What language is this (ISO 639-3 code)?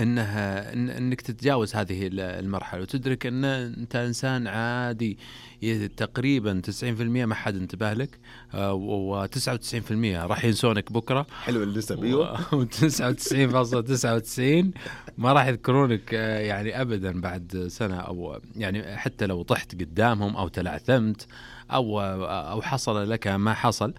ars